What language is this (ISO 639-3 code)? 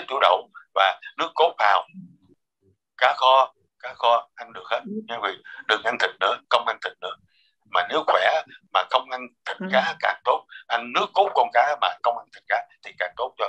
vie